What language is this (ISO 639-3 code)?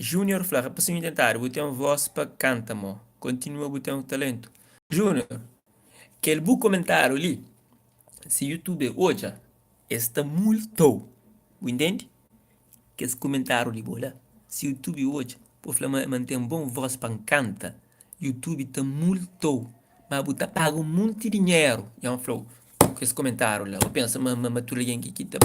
kea